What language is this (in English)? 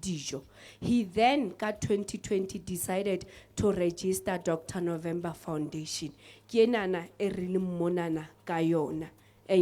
Southern Sotho